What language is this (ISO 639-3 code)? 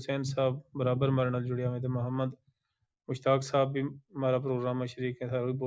gju